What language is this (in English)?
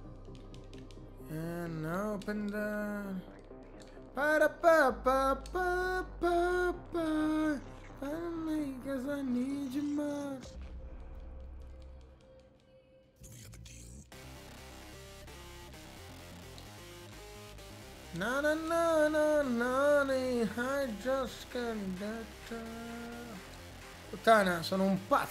Italian